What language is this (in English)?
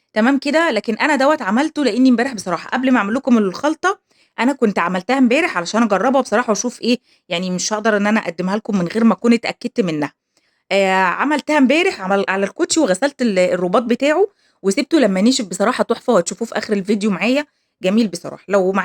Egyptian Arabic